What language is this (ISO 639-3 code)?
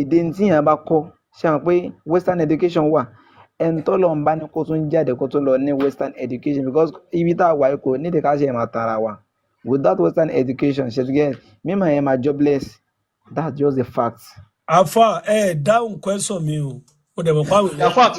yor